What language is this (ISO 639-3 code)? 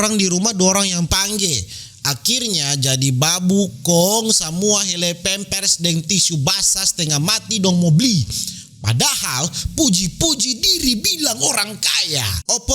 xmm